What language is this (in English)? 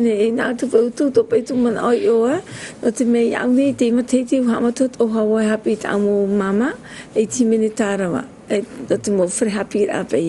Tahitian